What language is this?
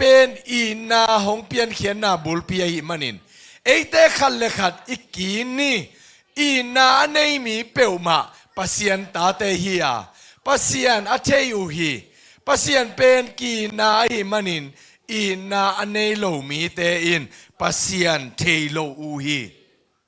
Tedim Chin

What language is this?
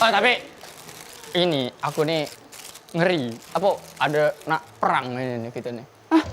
Musi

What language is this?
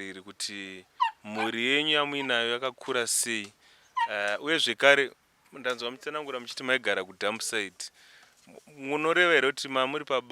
Shona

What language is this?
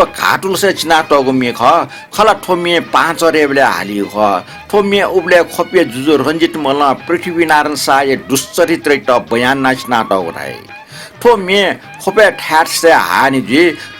Newari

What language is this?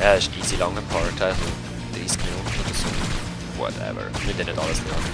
Swiss German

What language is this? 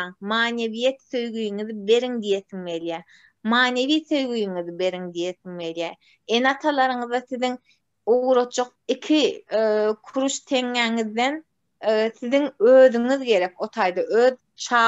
Turkmen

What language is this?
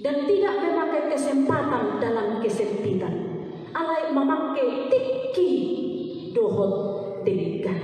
Batak Toba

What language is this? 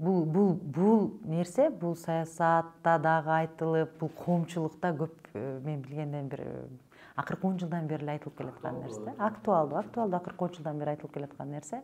Kyrgyz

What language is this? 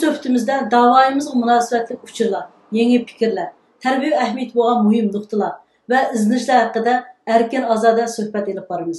Uyghur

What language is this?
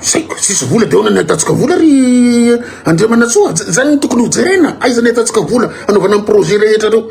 Malagasy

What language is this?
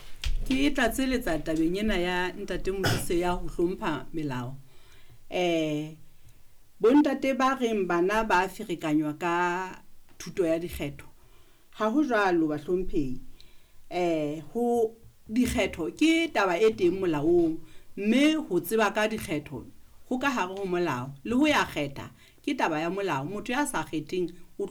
Southern Sotho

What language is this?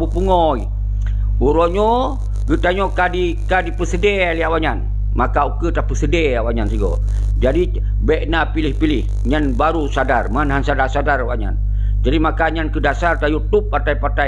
Achinese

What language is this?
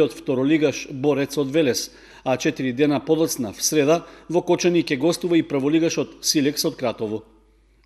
Macedonian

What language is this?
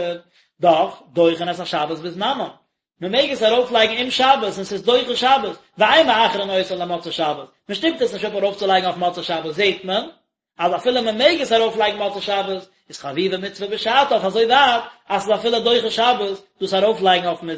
Yiddish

